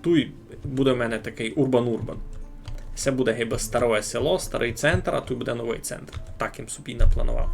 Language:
Rusyn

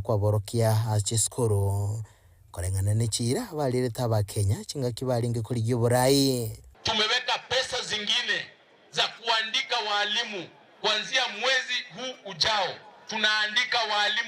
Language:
Gusii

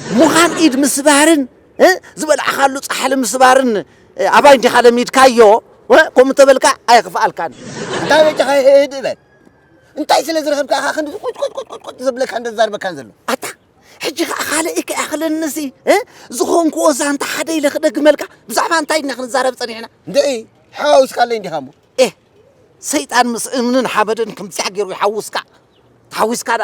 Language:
Tigrinya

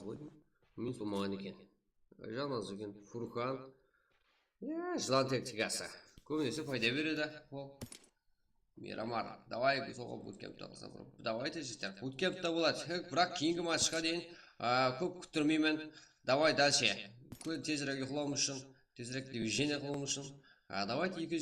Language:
Kara-Kalpak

